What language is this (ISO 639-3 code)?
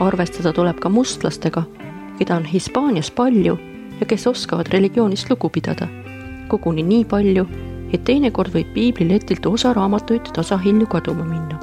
est